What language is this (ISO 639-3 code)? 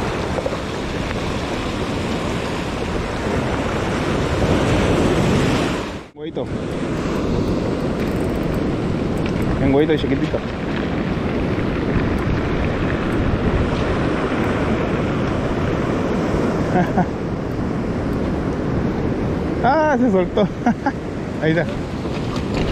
spa